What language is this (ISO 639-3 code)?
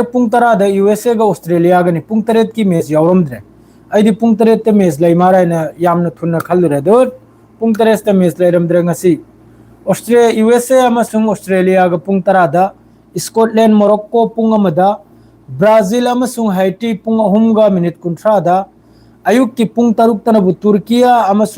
mni